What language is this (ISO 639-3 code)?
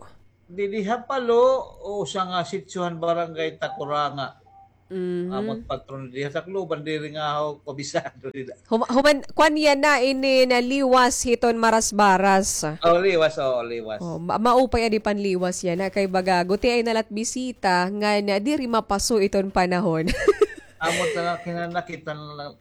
war